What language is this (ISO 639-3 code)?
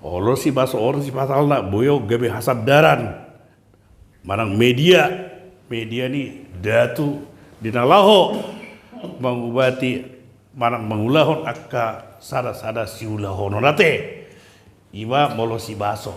bbc